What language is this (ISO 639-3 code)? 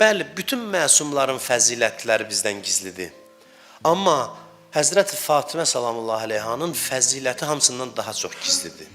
aze